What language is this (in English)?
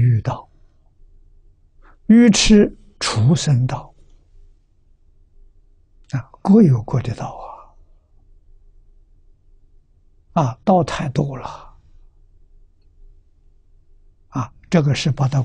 Chinese